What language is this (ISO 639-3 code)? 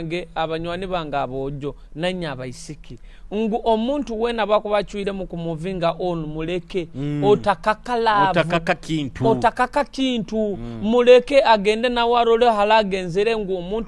nyo